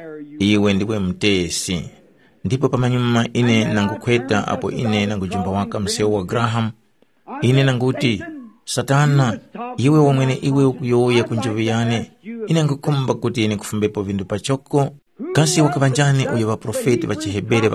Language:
Tumbuka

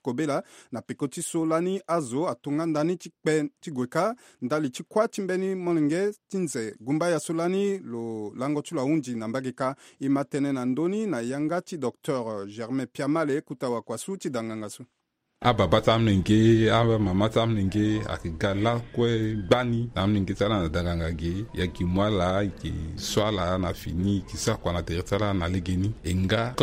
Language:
Sango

